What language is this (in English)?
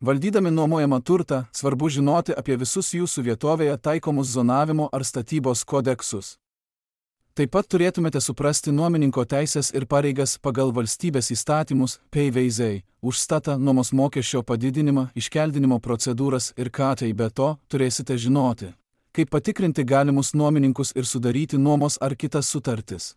Lithuanian